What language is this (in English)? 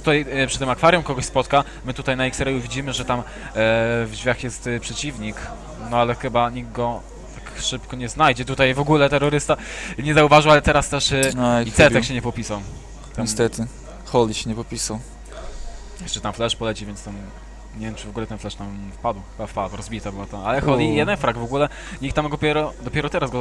Polish